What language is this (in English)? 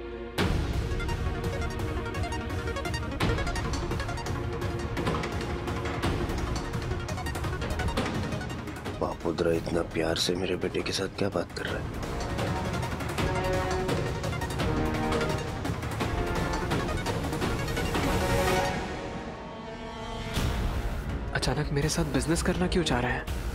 Hindi